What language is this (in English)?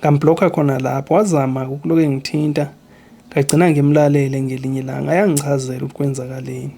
Zulu